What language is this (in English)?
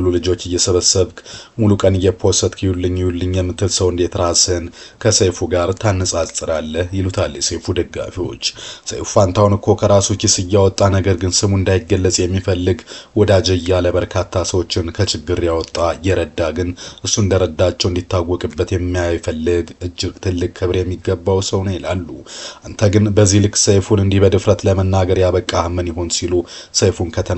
Amharic